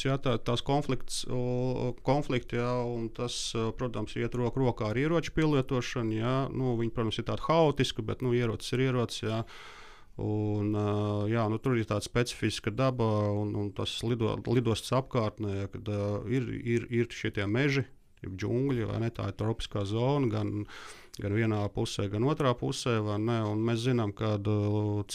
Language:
Latvian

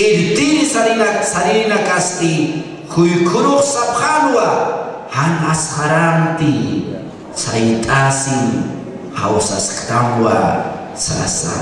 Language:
Aymara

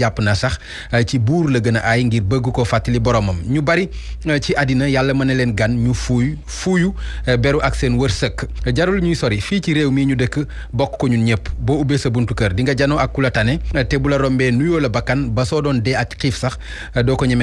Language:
Wolof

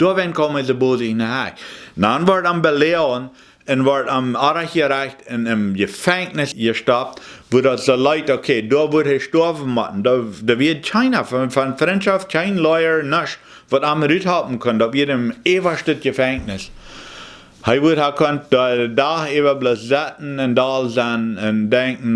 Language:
Plautdietsch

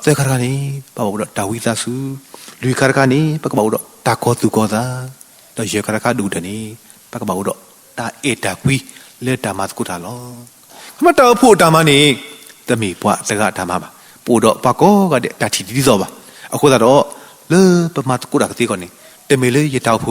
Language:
S'gaw Karen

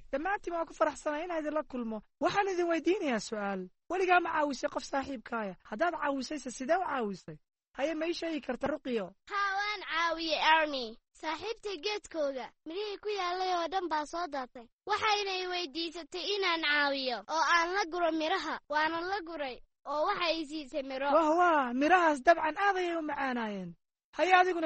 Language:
Somali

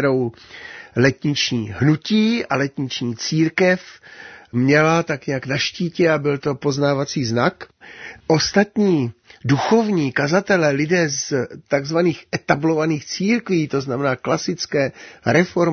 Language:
Czech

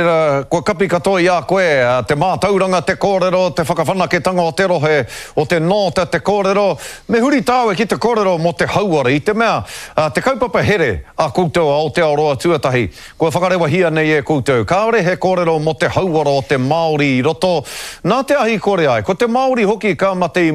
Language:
Māori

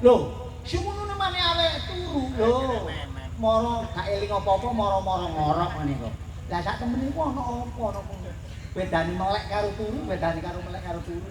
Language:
Javanese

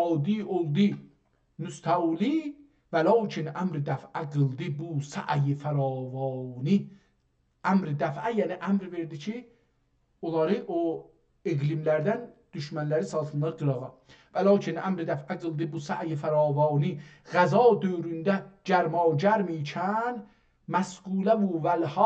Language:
South Azerbaijani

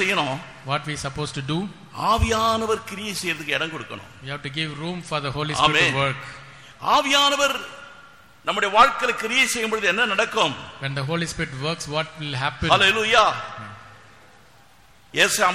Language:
Tamil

